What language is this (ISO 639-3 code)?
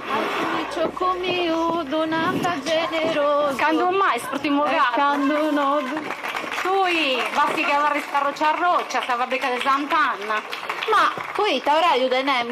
srd